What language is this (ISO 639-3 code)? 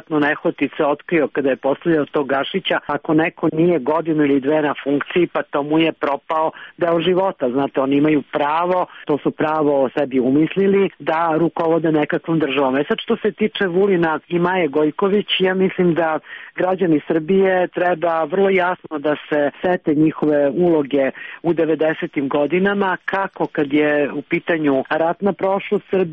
srp